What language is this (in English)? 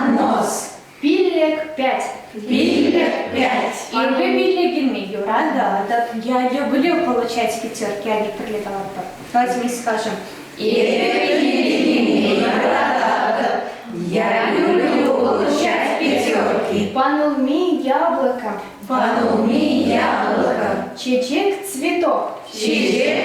Chuvash